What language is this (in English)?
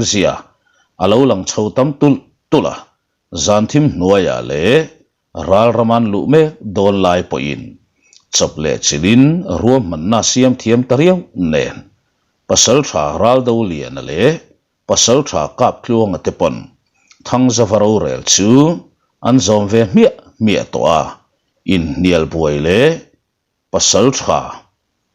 Mizo